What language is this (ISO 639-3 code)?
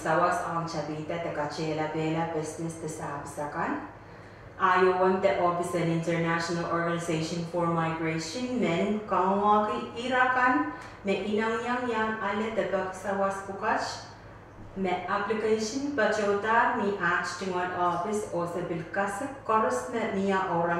pon